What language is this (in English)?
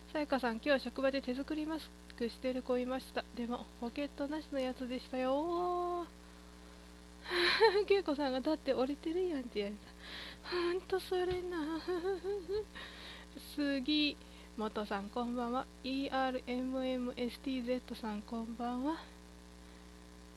Japanese